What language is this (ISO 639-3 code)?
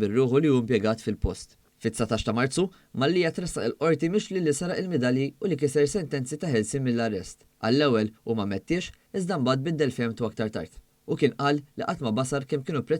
mlt